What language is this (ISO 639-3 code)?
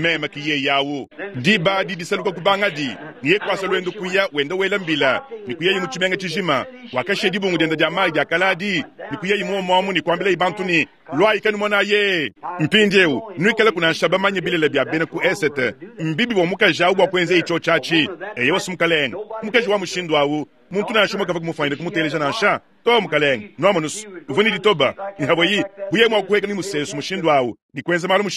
lua